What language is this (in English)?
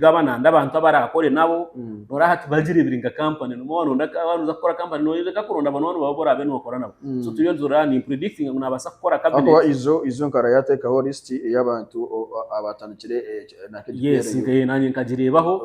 Nyankole